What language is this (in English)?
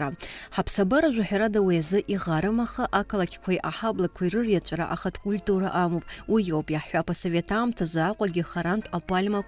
Abkhazian